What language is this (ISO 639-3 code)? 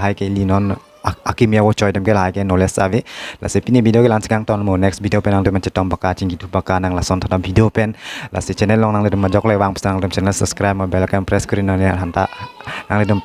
mjw